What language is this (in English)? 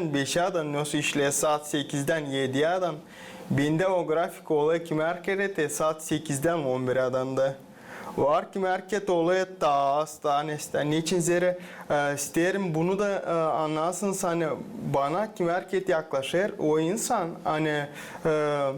Gagauz